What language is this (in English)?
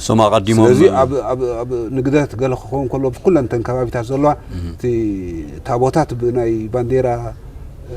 Tigrinya